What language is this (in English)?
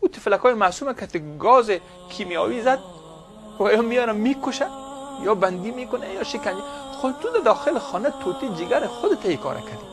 Persian